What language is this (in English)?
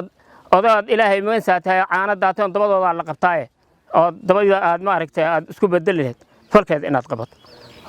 Somali